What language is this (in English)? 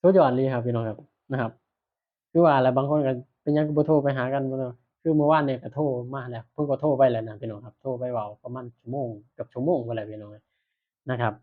Northeastern Thai